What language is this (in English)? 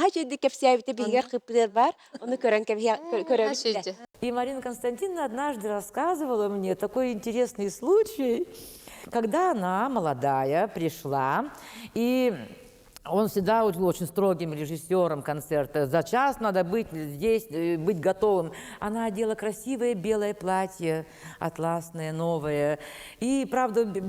Yakut